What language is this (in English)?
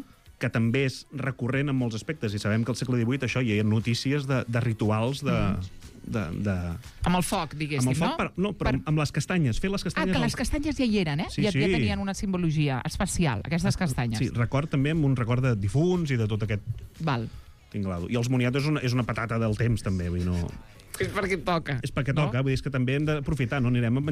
Catalan